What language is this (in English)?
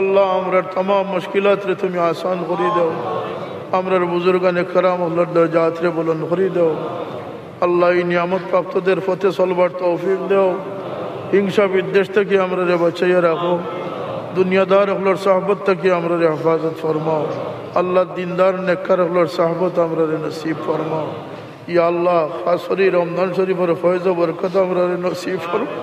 Sylheti